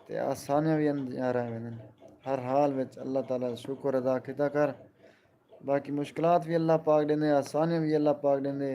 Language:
Saraiki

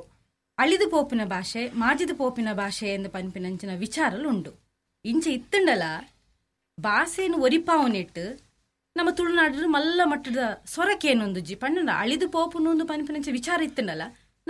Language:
Tulu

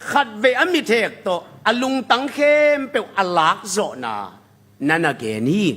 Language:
Tedim Chin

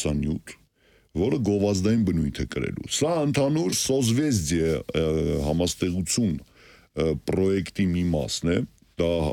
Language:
Armenian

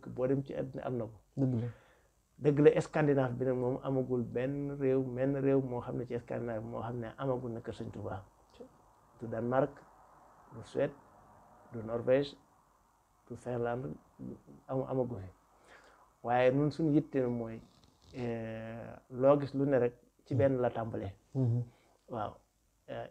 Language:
Wolof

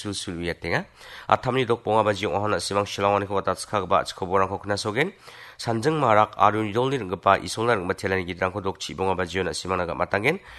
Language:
Garo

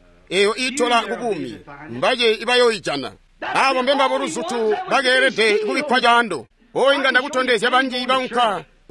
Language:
Tonga (Zambia)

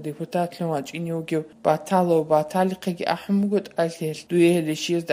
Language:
Avaric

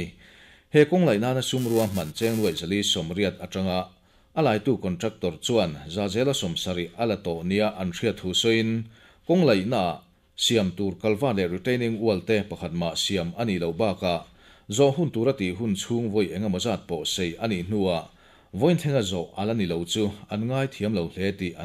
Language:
Mizo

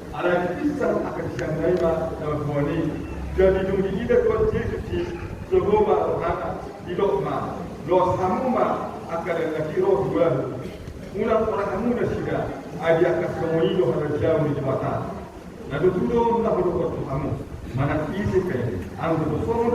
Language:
Batak Toba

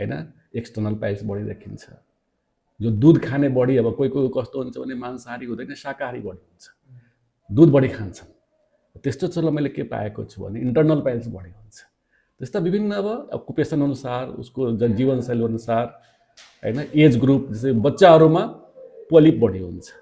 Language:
Nepali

